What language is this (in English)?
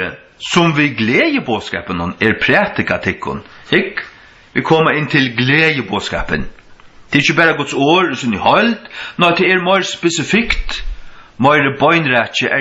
Faroese